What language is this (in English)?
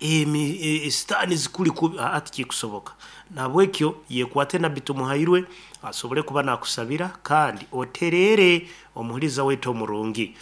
Nyankole